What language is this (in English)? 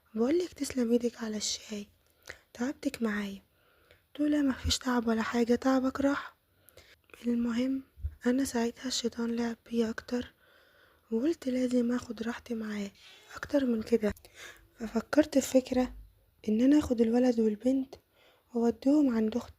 Egyptian Arabic